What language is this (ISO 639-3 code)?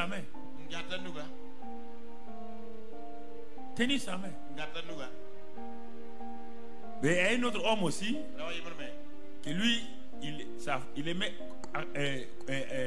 fra